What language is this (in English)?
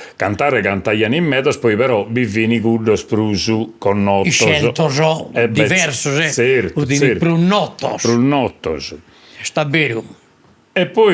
Sardinian